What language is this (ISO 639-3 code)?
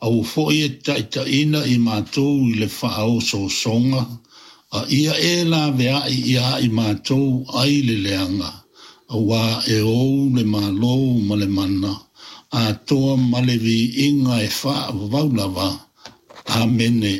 smo